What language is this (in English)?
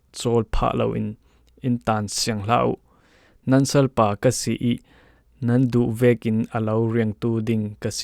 Falam Chin